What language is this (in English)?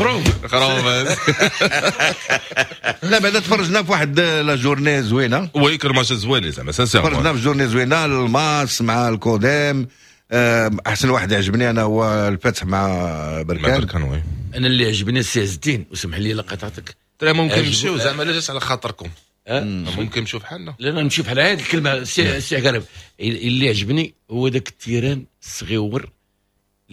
Moroccan Arabic